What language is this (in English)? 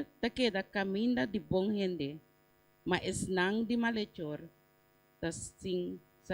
Papiamento